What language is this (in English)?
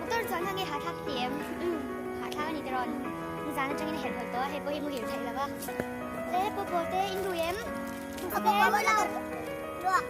Mizo